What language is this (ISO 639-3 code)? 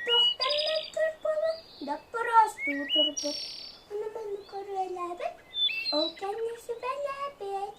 sah